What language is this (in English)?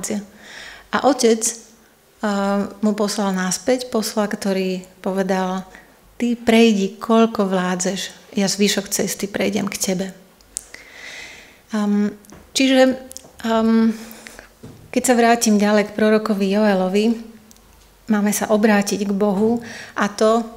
Slovak